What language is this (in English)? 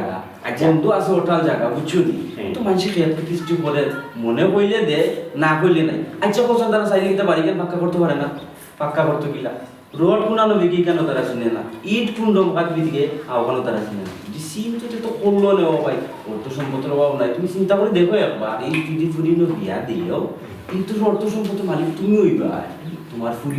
Sylheti